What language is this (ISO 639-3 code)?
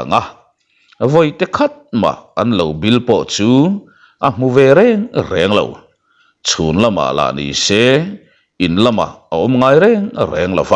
lus